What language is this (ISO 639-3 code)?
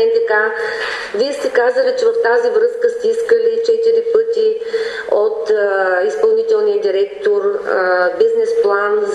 bul